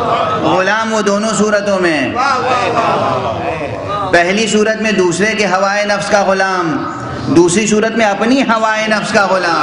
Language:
Urdu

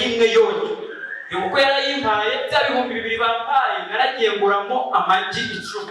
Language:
Kinyarwanda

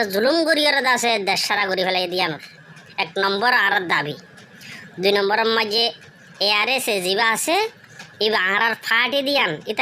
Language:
Rohingya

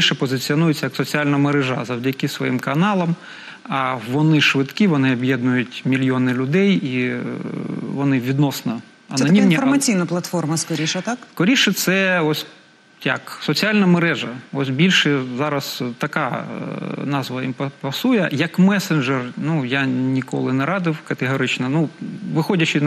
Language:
Ukrainian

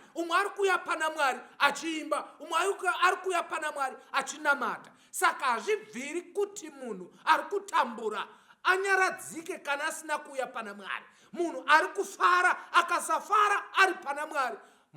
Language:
Shona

